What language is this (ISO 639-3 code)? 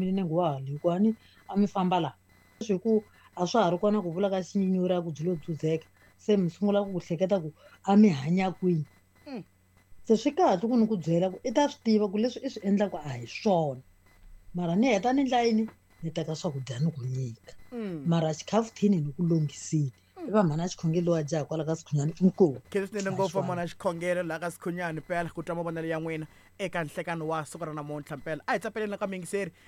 tso